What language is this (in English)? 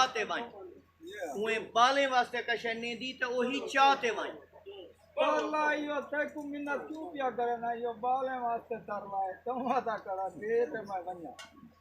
Saraiki